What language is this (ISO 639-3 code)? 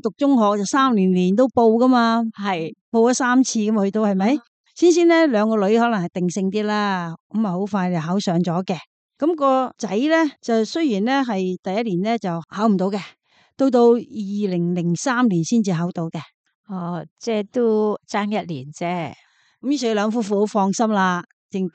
yue